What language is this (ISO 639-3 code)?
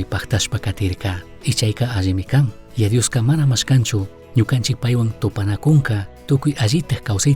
qug